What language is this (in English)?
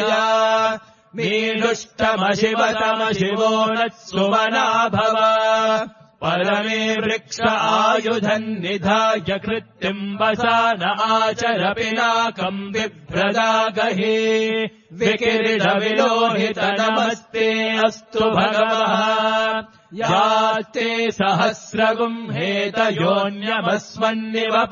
Sanskrit